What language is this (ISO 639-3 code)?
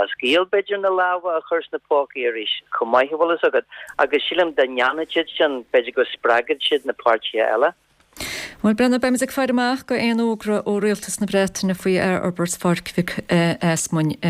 gle